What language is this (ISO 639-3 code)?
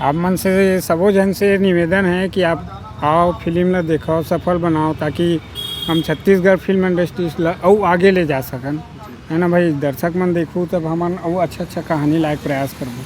hne